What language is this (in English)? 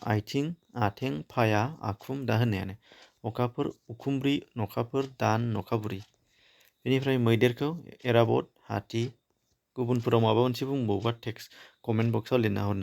Bodo